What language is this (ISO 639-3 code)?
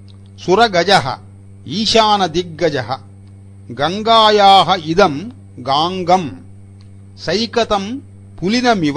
san